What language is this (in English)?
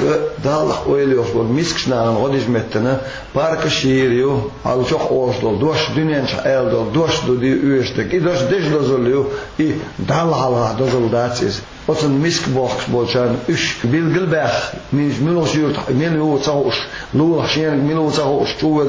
Chechen